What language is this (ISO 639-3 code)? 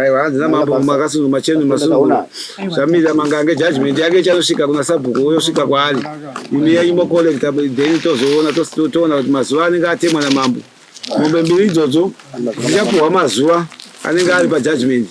sna